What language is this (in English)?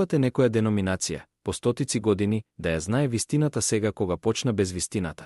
Macedonian